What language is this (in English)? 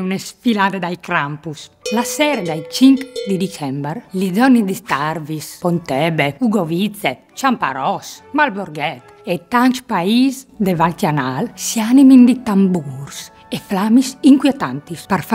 Friulian